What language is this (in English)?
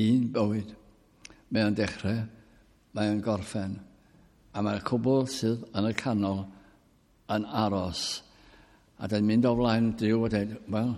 Welsh